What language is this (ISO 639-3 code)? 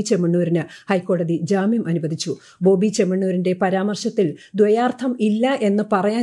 mal